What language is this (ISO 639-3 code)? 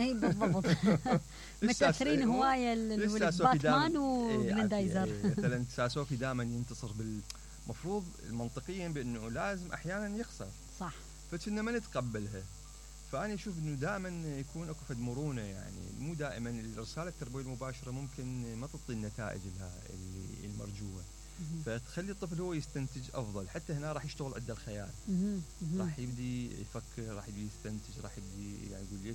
acm